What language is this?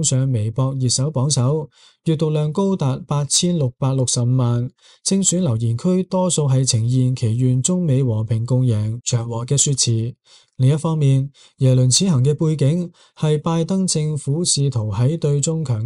Cantonese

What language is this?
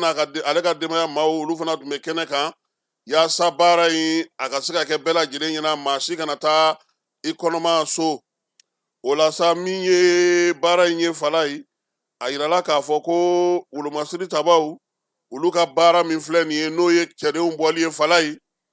Bambara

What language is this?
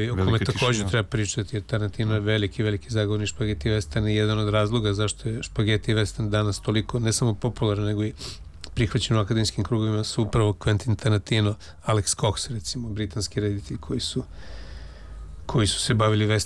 Serbian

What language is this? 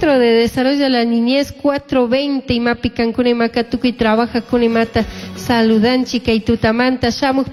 Chimborazo Highland Quichua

